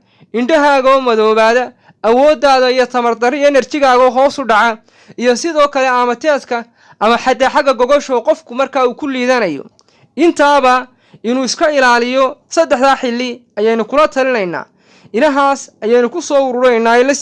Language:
Somali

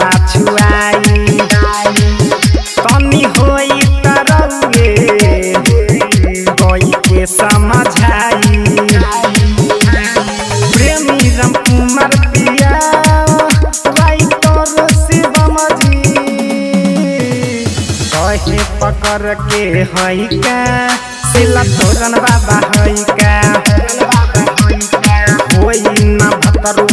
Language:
Bhojpuri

